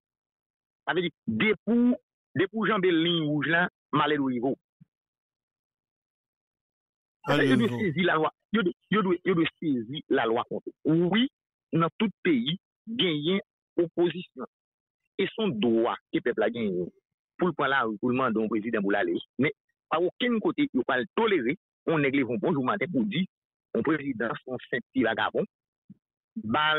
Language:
French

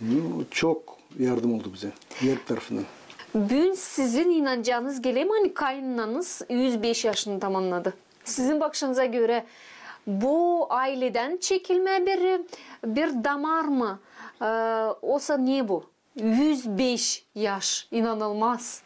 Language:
Gagauz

